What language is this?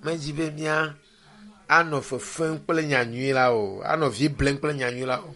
Ewe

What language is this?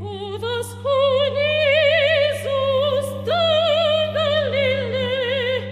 Romansh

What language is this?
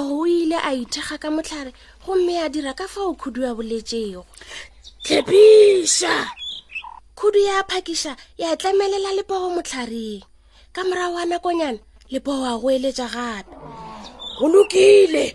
Northern Sotho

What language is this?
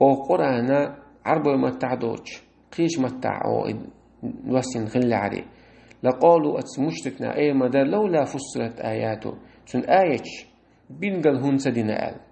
Chechen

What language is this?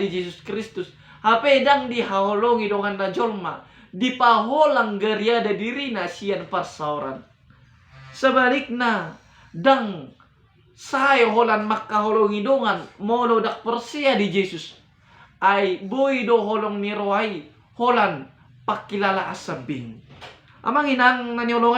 Batak Toba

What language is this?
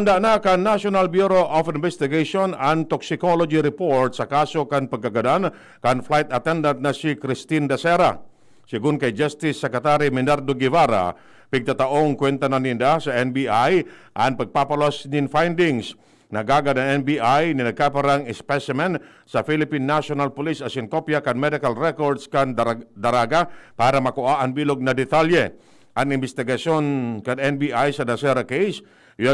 Bikol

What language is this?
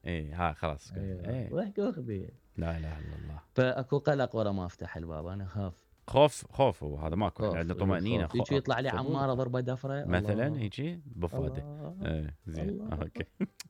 Mesopotamian Arabic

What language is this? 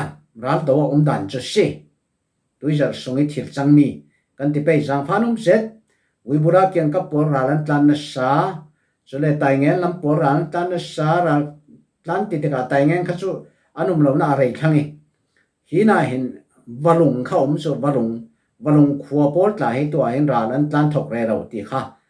Falam Chin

